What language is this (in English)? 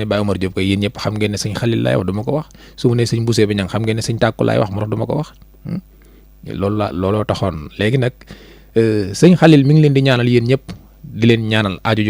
Wolof